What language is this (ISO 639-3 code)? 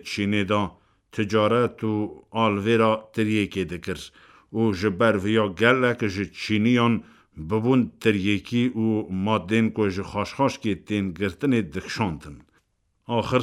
kur